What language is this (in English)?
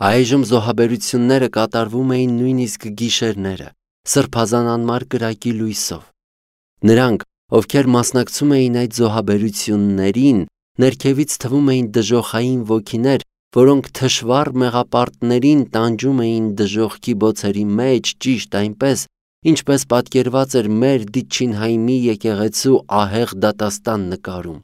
Armenian